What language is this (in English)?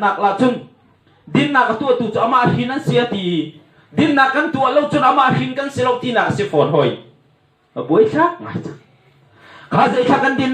Hakha Chin